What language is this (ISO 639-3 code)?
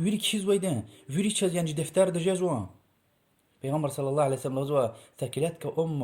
lez